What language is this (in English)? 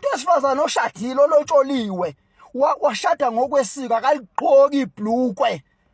Zulu